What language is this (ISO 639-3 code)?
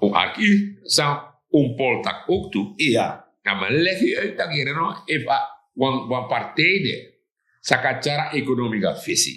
srn